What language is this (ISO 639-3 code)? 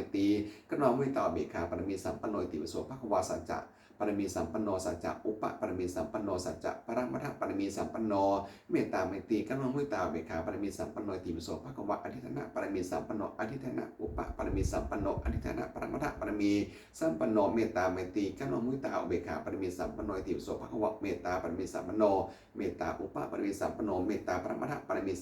pli